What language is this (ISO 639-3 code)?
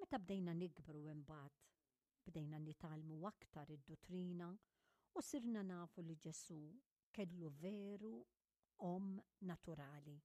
mlt